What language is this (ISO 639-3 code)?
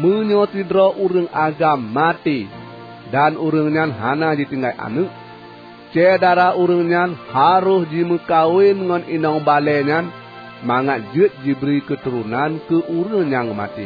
ace